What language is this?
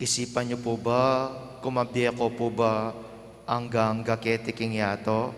Pampanga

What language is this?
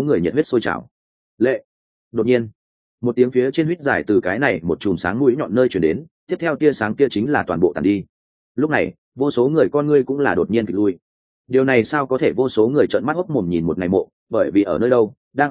Vietnamese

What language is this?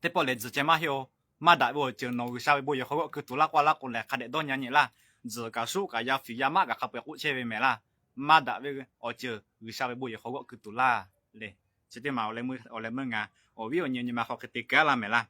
Lahu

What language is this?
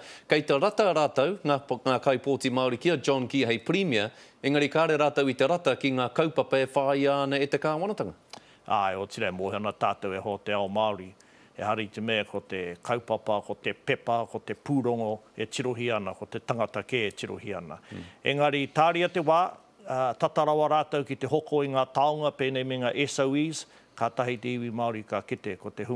Māori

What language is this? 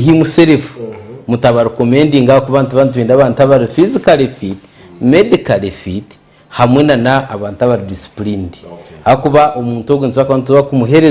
Nyankole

